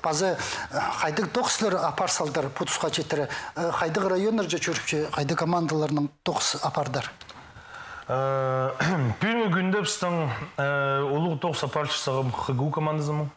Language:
Khakas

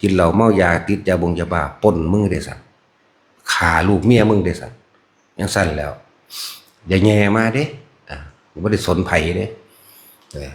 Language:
Northeastern Thai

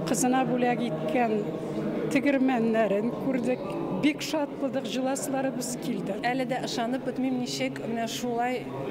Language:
Tatar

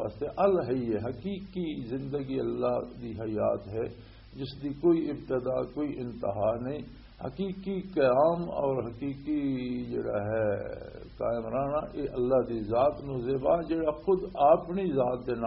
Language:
Western Panjabi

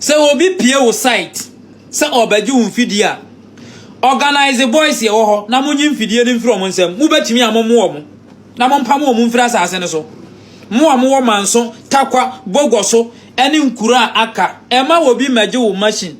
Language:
Akan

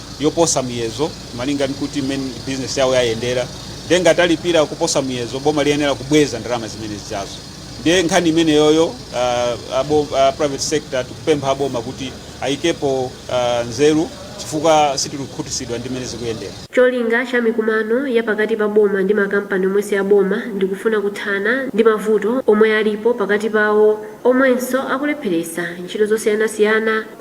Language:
Nyanja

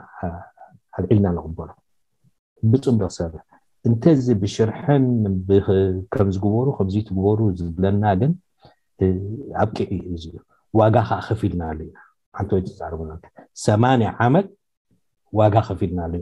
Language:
Tigrinya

